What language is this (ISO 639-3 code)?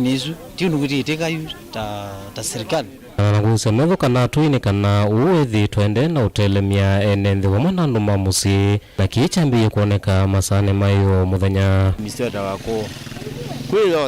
kam